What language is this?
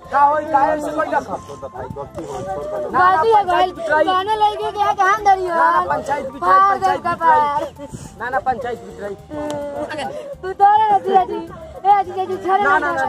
Bhojpuri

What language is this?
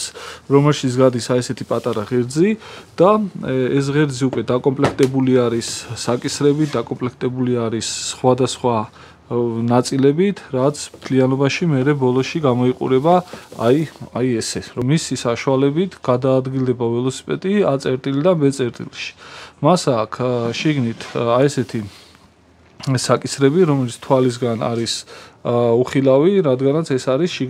Georgian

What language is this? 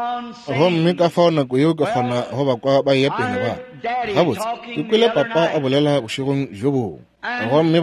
Northern Sotho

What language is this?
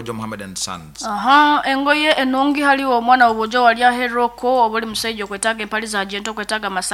Nyankole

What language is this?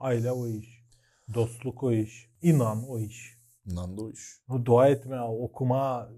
Gagauz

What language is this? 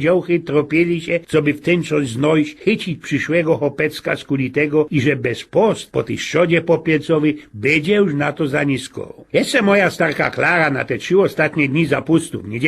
Silesian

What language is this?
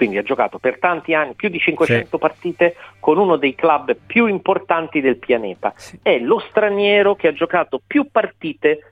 Italian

